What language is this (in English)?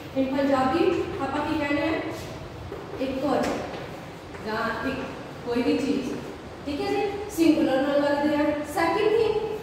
Punjabi